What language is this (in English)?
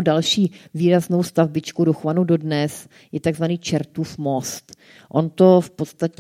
Czech